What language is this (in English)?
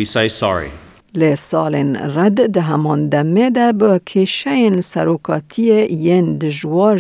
Kurdish